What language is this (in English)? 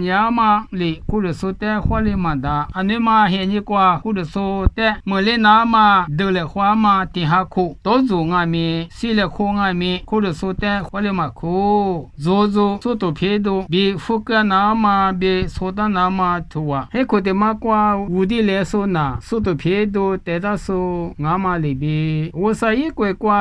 Lisu